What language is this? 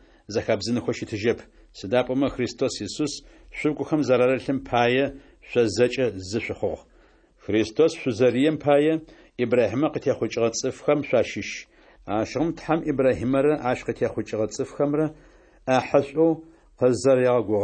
Adyghe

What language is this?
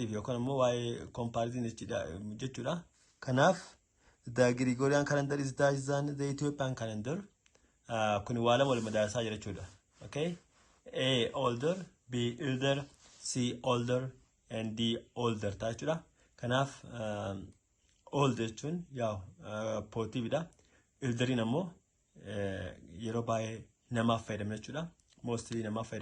Oromo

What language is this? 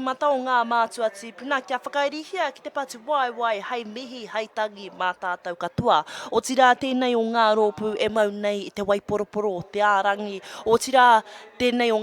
Māori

